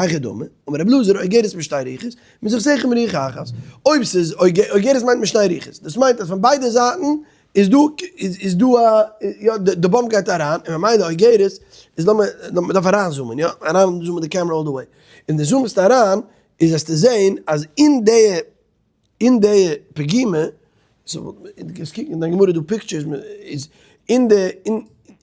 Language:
Yiddish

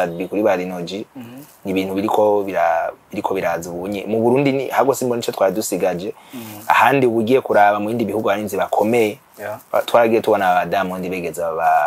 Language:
Rundi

